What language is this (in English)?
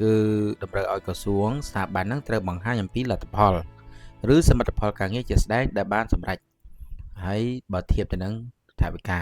Khmer